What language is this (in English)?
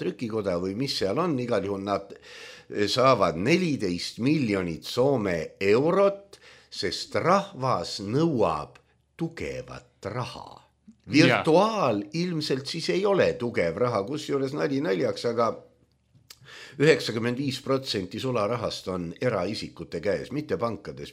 Estonian